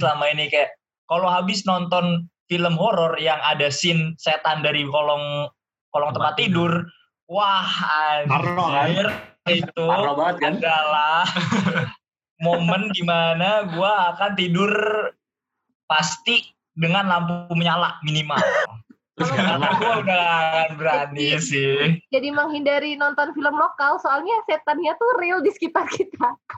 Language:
Indonesian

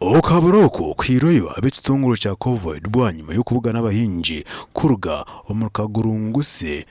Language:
Nyankole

